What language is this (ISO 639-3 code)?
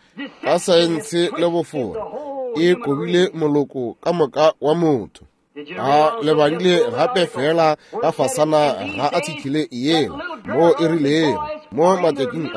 nso